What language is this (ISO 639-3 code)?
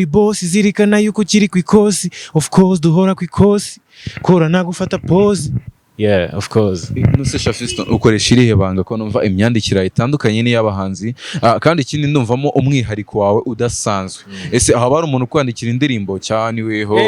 kin